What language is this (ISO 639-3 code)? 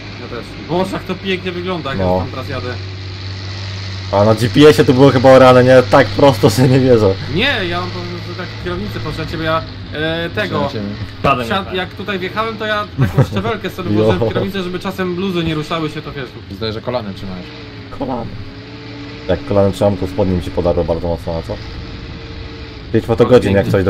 pol